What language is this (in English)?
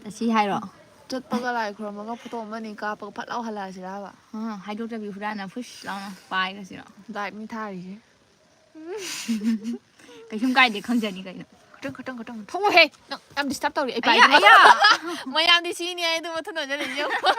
Manipuri